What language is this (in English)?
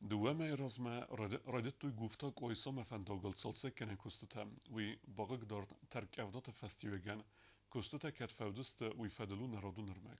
Ossetic